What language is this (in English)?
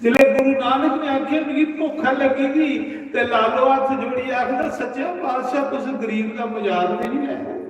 Dogri